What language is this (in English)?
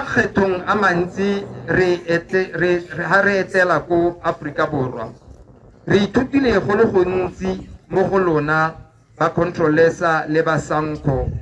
Tswana